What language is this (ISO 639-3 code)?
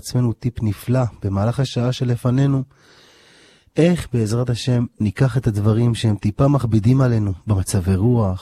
heb